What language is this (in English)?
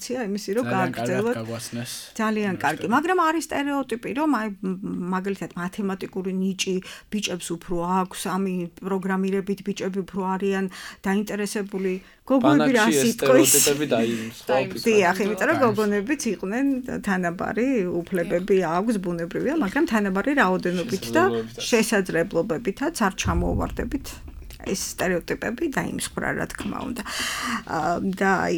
Georgian